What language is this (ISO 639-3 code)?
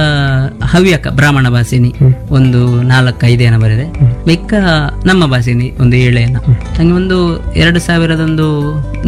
kan